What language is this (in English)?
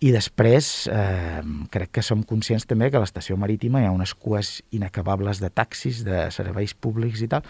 Catalan